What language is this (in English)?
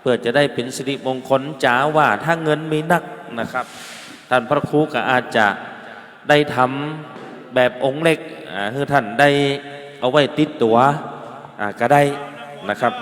Pali